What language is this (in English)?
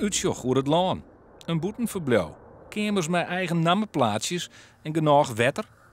Western Frisian